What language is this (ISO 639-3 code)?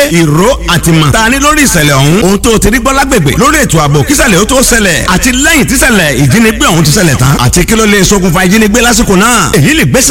yor